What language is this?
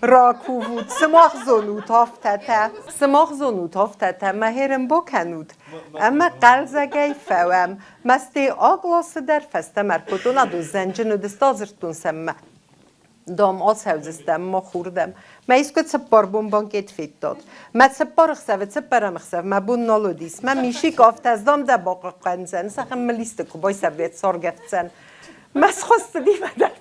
Ossetic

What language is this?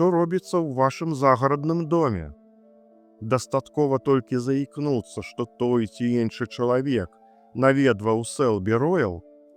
Belarusian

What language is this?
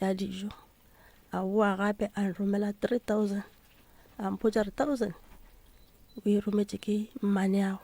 Northern Sotho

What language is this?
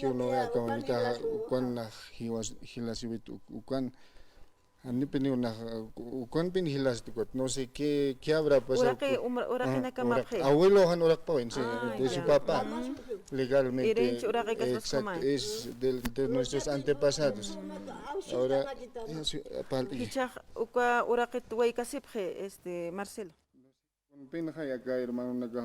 Aymara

